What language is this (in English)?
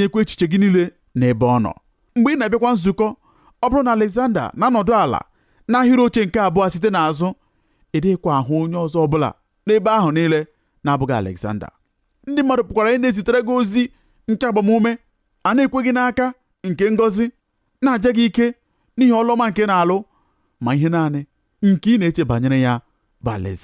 Igbo